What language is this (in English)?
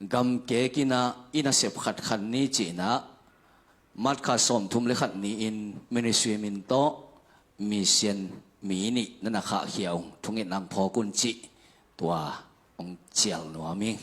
Tedim Chin